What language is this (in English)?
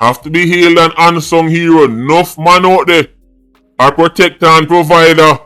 Jamaican Creole English